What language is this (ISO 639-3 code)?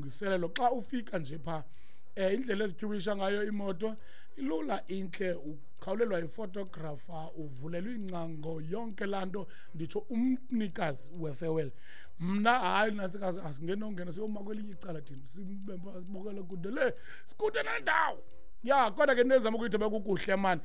xho